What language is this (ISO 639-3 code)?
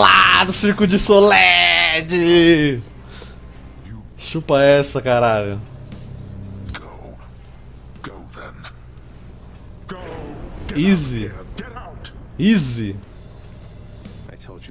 por